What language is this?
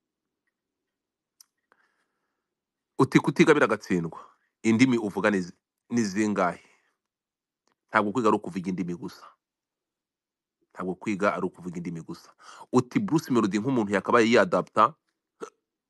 Kinyarwanda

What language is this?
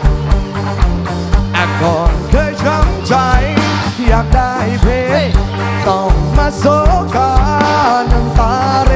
Thai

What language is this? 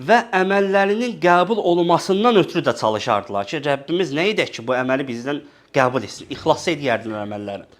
Azerbaijani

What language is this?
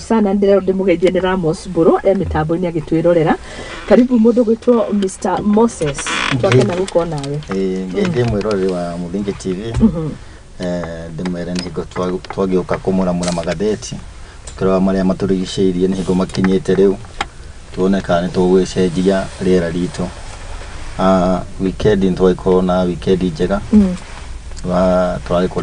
Kikuyu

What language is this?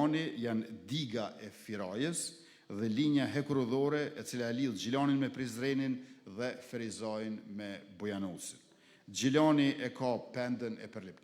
Albanian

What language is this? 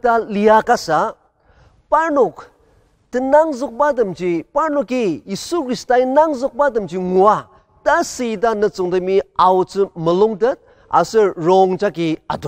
Ao Naga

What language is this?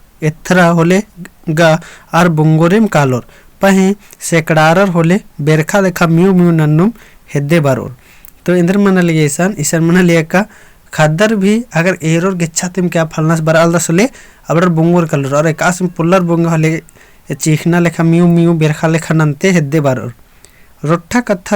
Kurukh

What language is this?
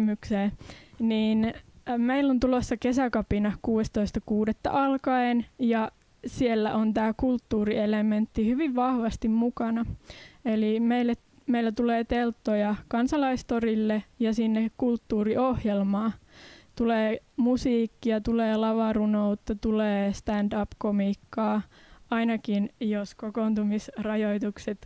Finnish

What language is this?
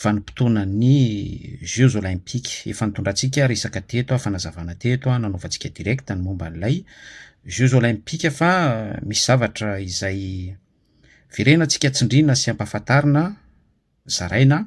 Malagasy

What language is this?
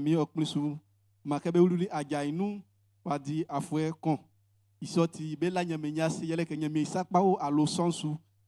Baoulé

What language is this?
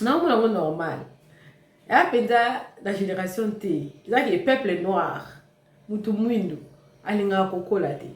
Lingala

